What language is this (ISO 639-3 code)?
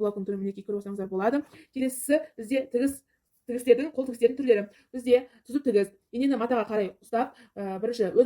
kaz